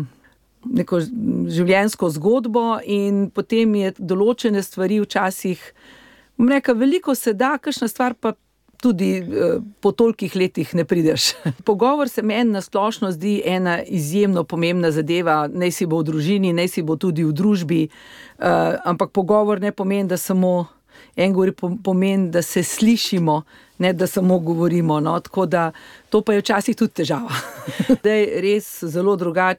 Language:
Slovenian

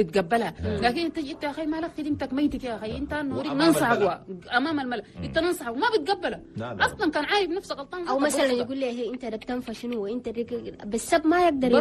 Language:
Chadian Arabic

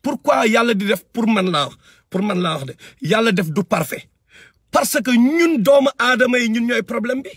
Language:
Wolof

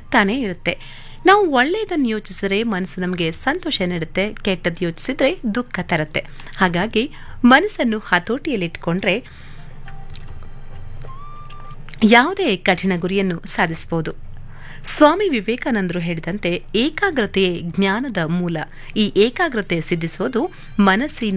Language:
Kannada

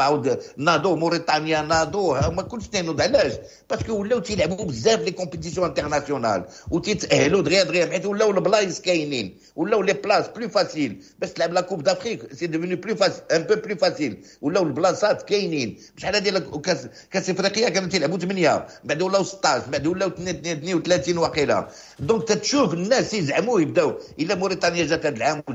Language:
Moroccan Arabic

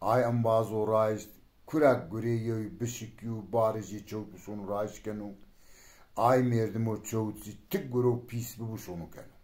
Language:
Zaza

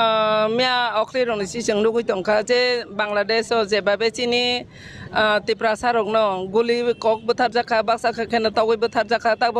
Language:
Kok Borok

